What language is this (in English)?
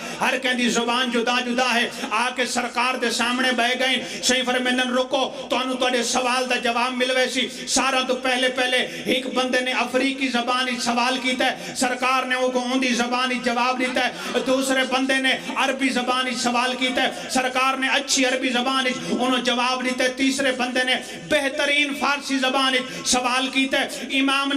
Pahari-Potwari